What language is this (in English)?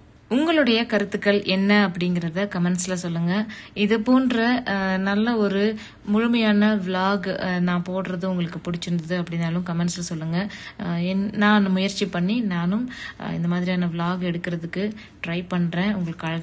Tamil